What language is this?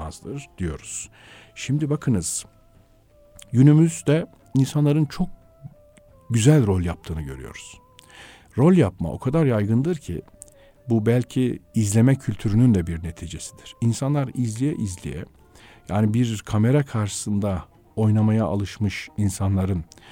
Turkish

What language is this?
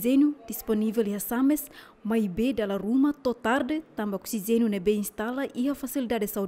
Tetum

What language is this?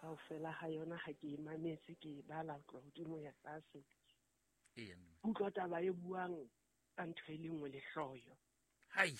Southern Sotho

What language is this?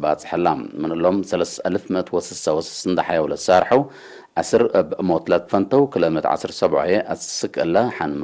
Tigre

